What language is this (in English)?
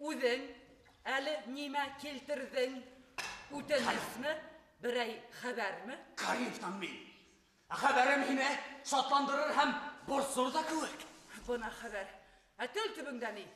Bashkir